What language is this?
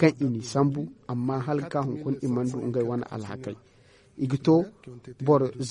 Zarma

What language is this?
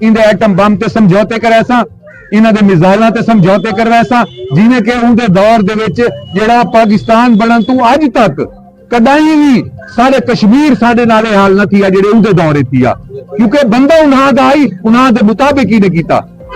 Saraiki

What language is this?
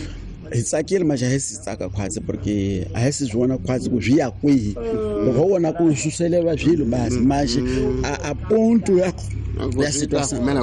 Tsonga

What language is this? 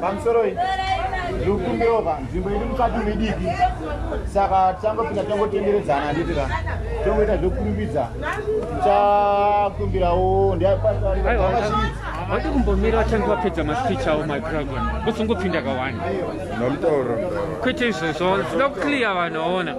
Shona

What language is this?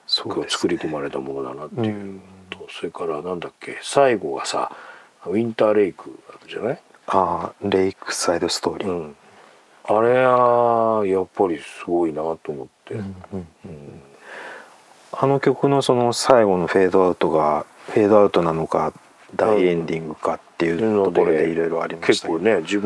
Japanese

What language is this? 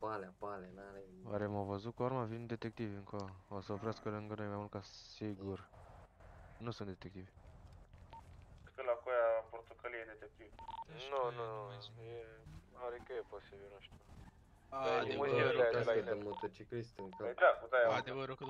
Romanian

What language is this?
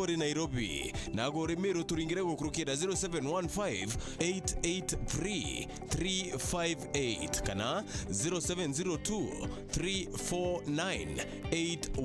Meru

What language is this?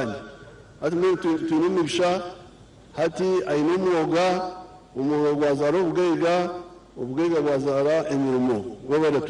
Nyankole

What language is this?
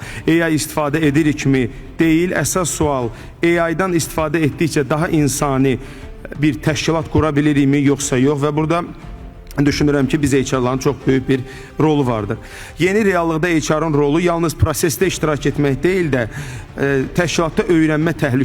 Azerbaijani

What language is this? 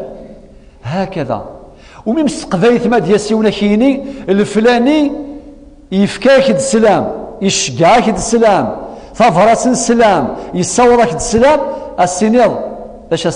Kabyle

